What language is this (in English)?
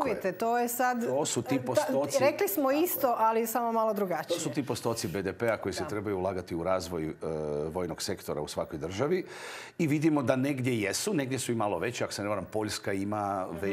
Croatian